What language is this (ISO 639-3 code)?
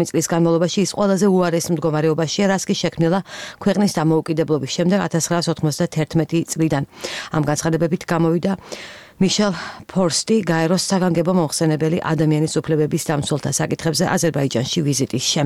kat